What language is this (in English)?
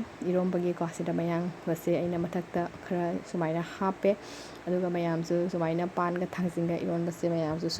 Manipuri